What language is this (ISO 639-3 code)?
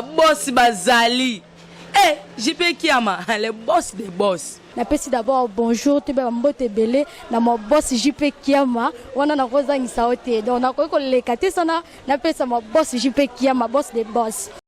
lin